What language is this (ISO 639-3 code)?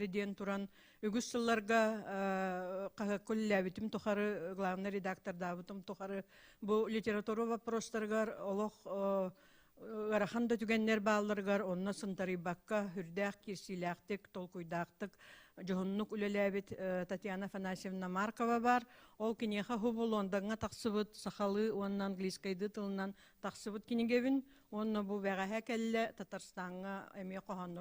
sah